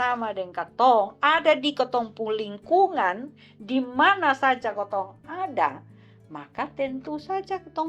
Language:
Kupang Malay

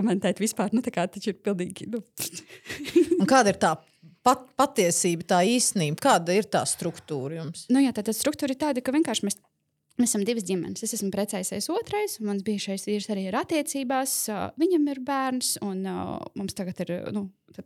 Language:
Latvian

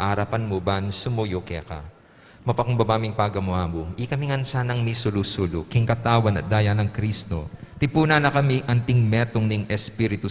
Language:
Pampanga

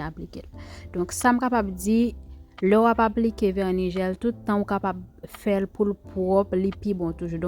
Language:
Haitian Creole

